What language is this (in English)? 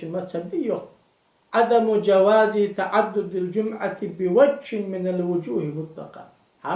Ingush